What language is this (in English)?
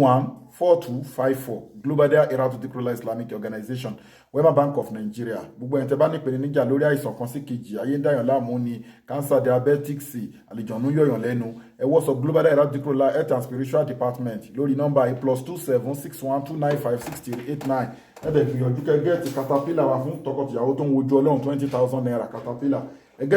Yoruba